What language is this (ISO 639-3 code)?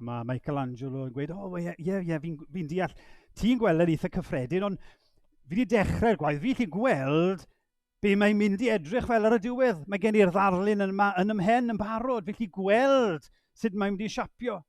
cym